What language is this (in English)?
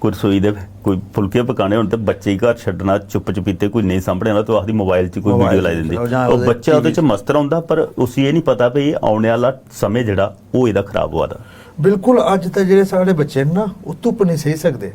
Dogri